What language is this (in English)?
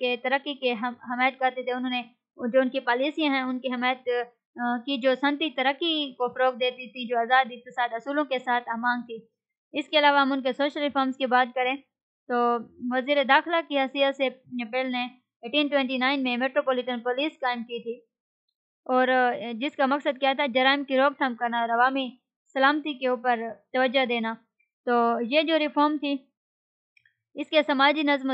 Urdu